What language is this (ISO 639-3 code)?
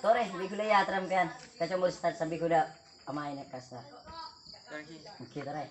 mad